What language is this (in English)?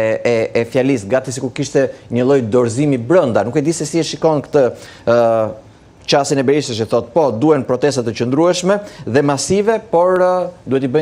Albanian